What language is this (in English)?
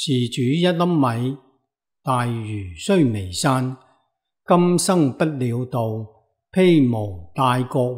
Cantonese